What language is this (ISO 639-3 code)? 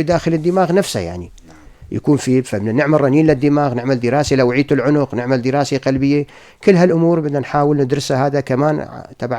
apc